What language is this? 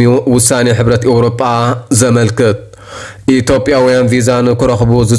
Tigrinya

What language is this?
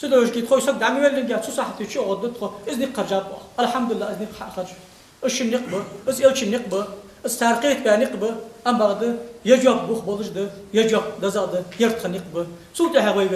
Ingush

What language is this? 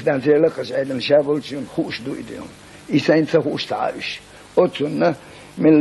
Chechen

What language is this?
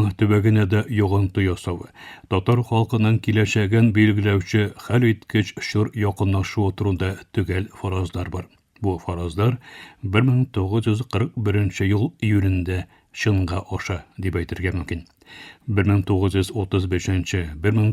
Tatar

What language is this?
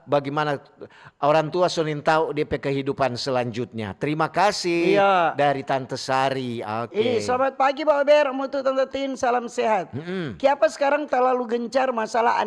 Manado Malay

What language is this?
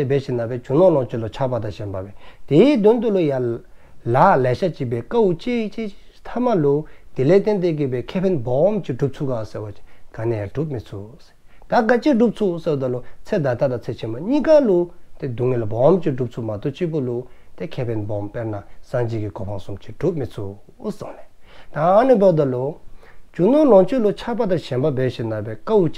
Dzongkha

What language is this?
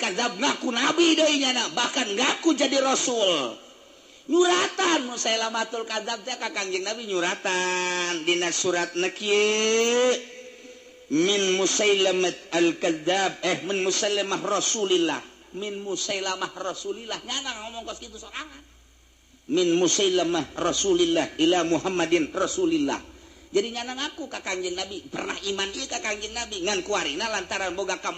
Sundanese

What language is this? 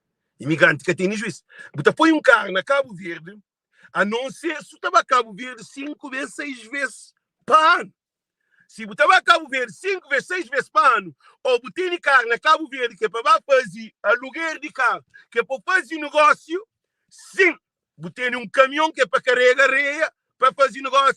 Kabuverdianu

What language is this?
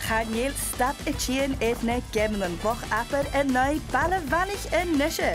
Scottish Gaelic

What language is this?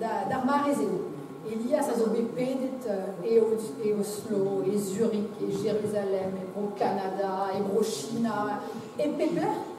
Breton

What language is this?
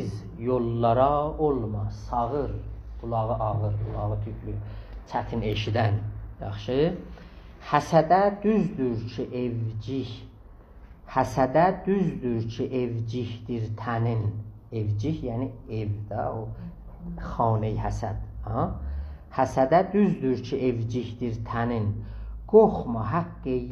South Azerbaijani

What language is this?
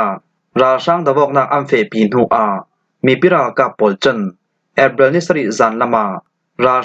Falam Chin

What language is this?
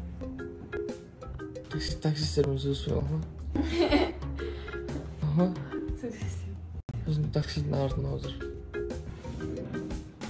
Kazakh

